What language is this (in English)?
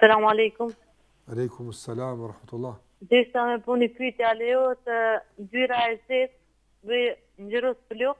Albanian